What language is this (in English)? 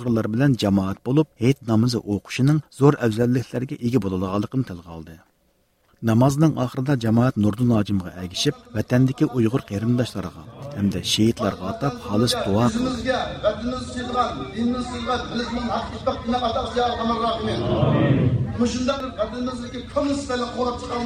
Uyghur